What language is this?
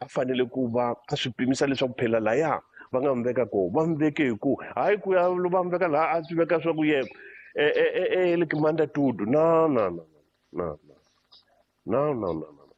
Tsonga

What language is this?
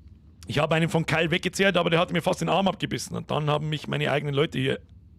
Bavarian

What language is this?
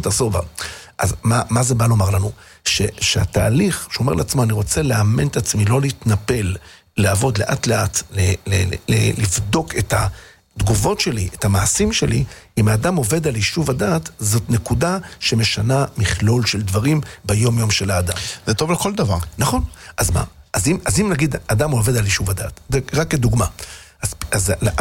Hebrew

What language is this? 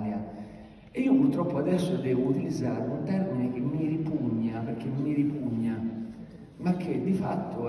Italian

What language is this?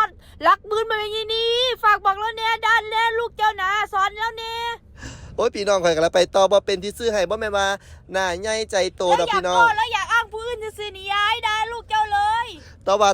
Northeastern Thai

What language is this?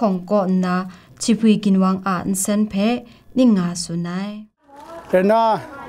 Kachin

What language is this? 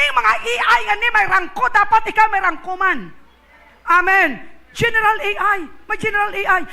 Hiligaynon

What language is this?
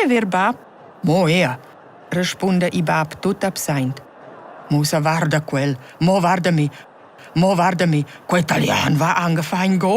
Romansh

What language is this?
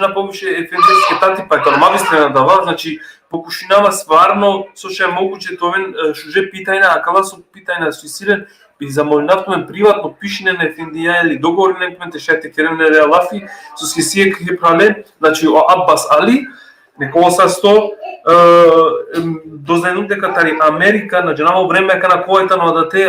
Balkan Romani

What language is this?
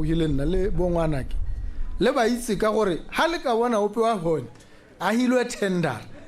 Tswana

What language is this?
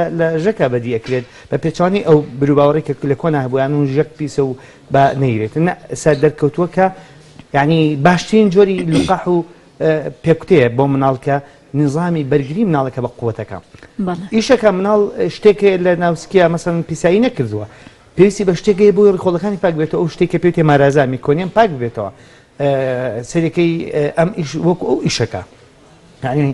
Central Kurdish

